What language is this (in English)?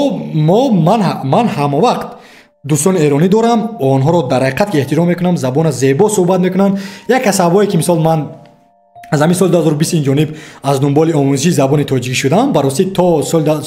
Tajik